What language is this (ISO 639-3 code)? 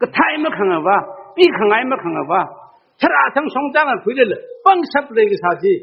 nmf